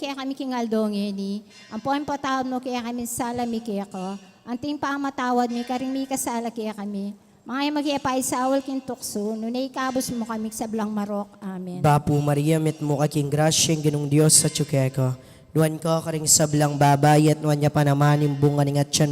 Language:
Pampanga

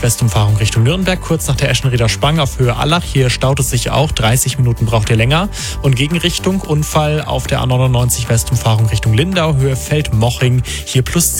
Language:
German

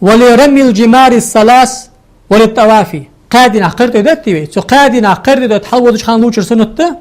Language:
Ingush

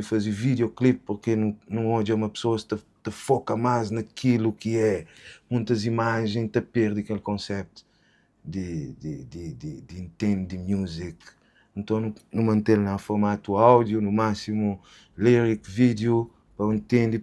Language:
Kabuverdianu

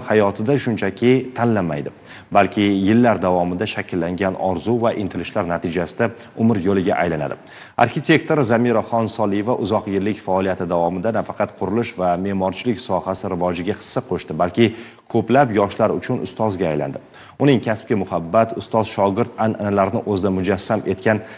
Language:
Uzbek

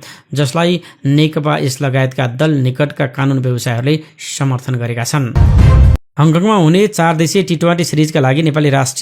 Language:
Nepali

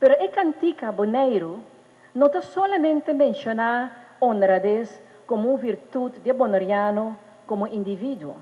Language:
Papiamento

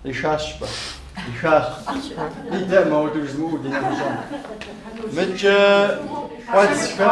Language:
Kabardian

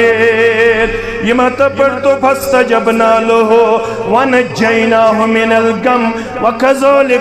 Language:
Kashmiri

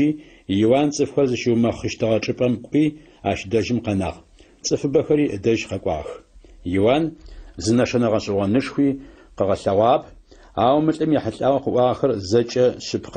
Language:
Adyghe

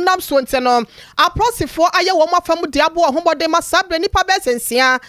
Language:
Akan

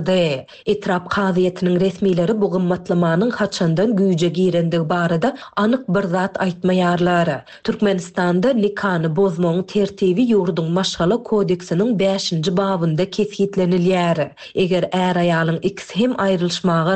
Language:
Turkmen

